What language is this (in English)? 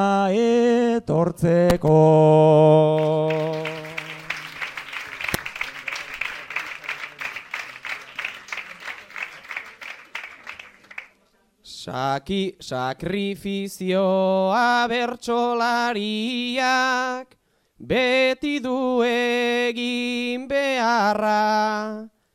Basque